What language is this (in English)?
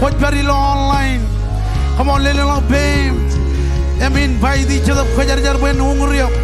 Marshallese